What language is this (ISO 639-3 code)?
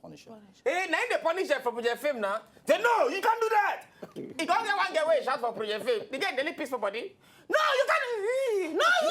pcm